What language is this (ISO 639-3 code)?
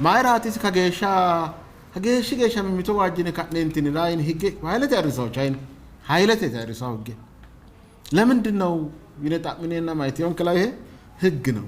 sid